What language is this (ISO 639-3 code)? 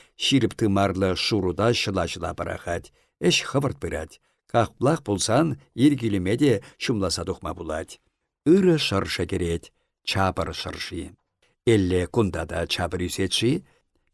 chv